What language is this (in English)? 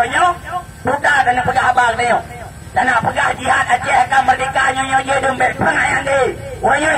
Achinese